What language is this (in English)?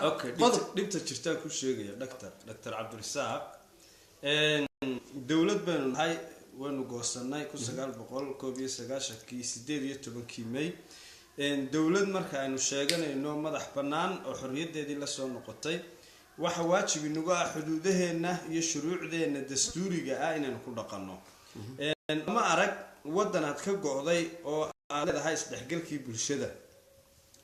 Somali